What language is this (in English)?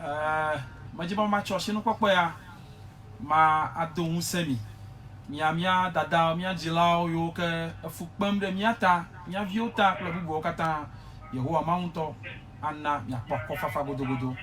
Ewe